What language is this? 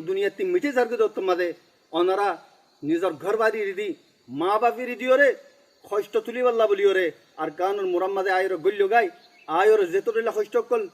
Rohingya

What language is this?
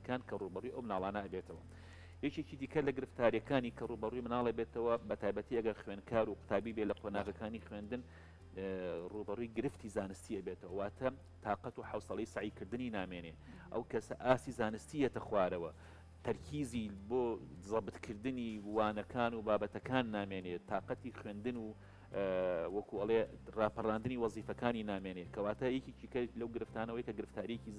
Central Kurdish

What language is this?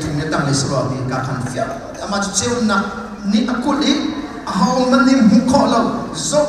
Hakha Chin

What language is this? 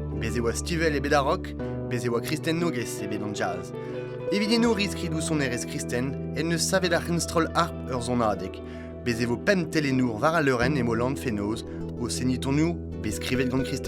Breton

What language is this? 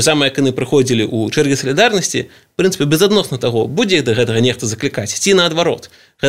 Belarusian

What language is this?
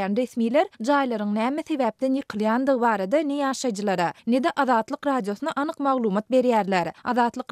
Turkmen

